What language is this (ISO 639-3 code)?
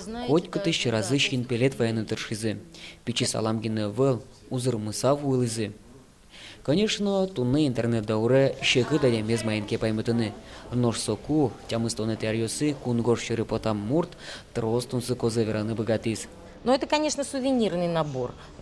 udm